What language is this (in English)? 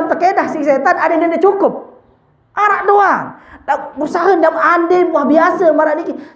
Sasak